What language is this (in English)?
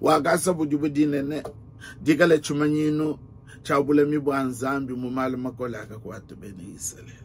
Luba-Lulua